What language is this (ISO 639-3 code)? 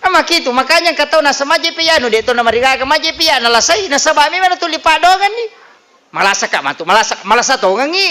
bug